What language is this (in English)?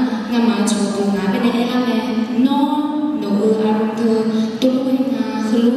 Akha